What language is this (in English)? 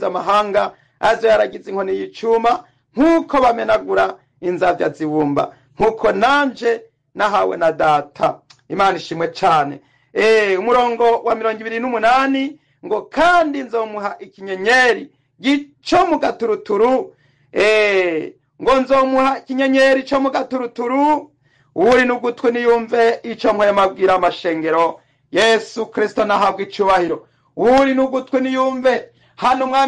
Rundi